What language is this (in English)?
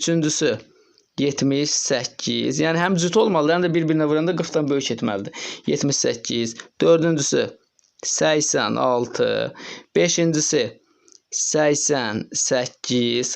Azerbaijani